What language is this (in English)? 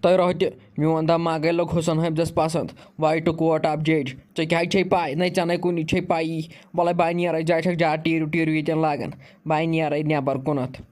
Kashmiri